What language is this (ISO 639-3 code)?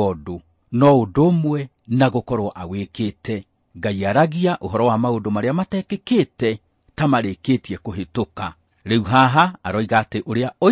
kik